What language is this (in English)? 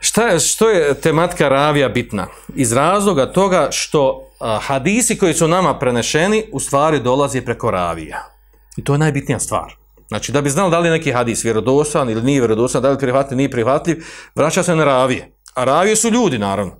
Bosnian